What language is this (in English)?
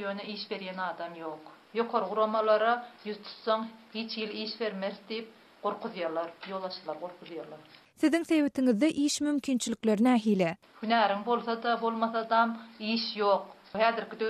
Turkmen